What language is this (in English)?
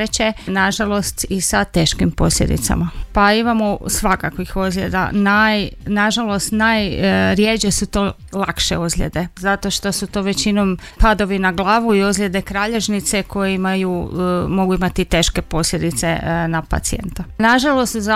Croatian